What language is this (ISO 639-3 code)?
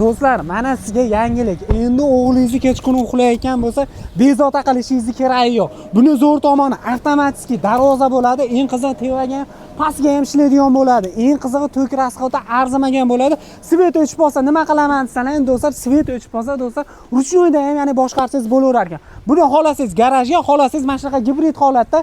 uzb